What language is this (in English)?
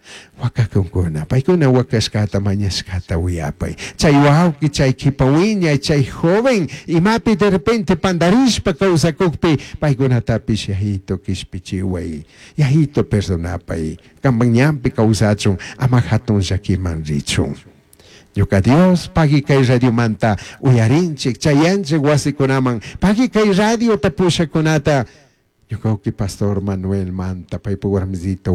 Chimborazo Highland Quichua